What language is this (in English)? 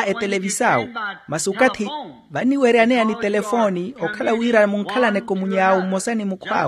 Makhuwa